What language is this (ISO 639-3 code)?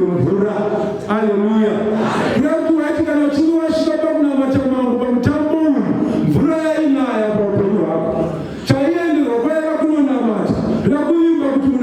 sna